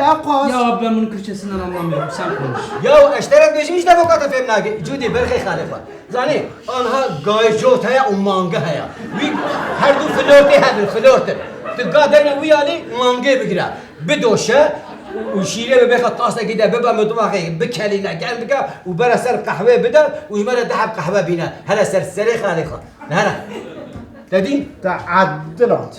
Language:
Kurdish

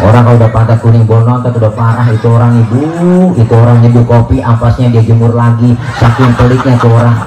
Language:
Betawi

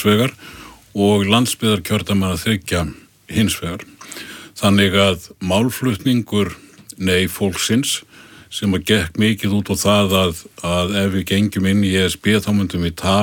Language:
Icelandic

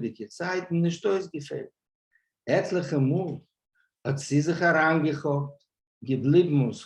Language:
Yiddish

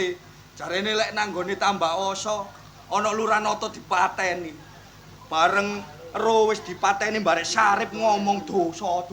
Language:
Javanese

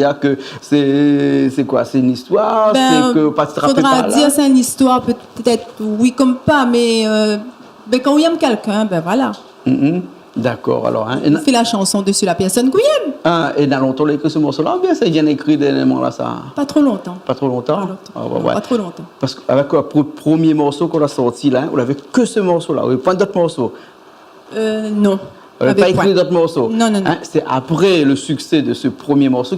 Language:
Réunion Creole French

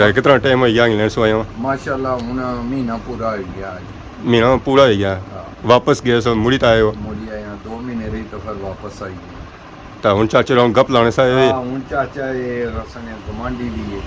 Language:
Pahari-Potwari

